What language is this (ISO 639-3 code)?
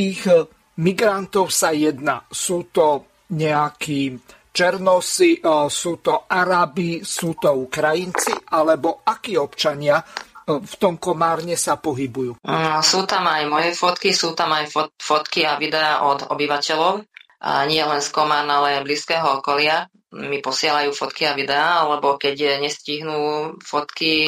slk